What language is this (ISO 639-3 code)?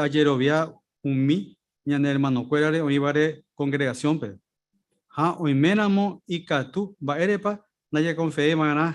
grn